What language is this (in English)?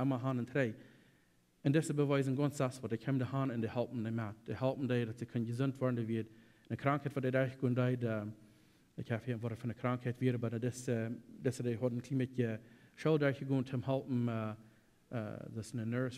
Plautdietsch